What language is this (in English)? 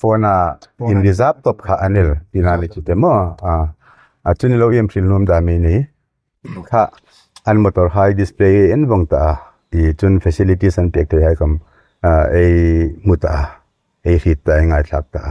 Hmar